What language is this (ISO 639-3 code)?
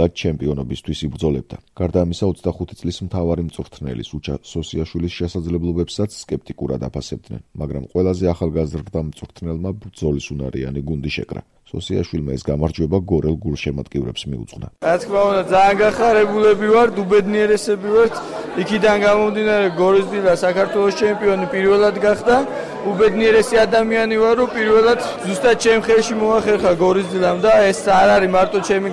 kat